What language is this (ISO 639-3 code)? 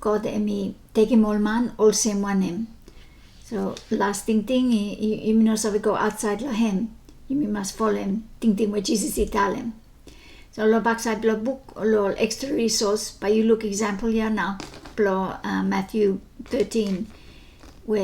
bis